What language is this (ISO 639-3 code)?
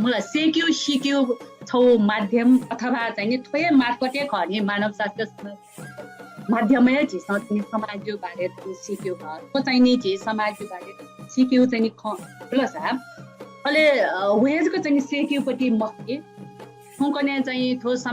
new